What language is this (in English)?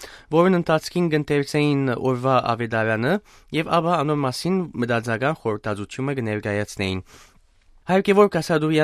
Western Armenian